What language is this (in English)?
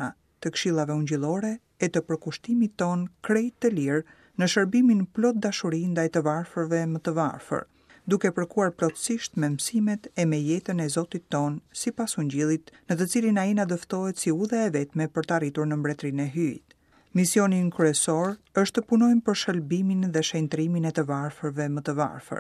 Albanian